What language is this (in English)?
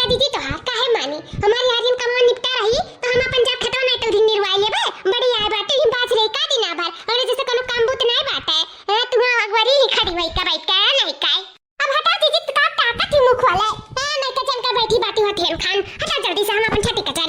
Awadhi